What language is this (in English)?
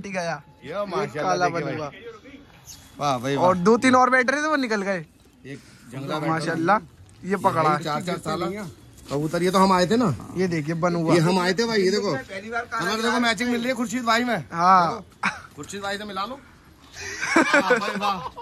Hindi